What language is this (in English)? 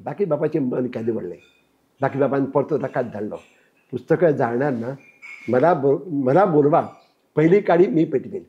Konkani